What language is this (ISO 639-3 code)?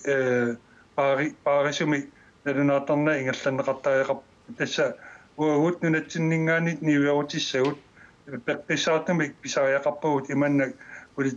kal